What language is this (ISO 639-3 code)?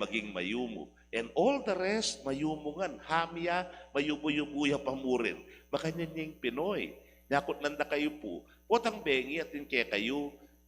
pam